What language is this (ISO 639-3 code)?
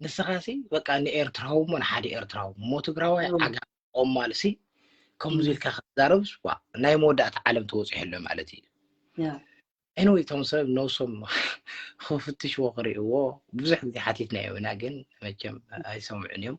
tir